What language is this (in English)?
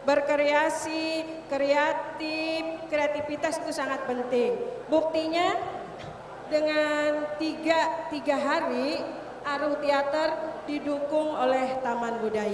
Banjar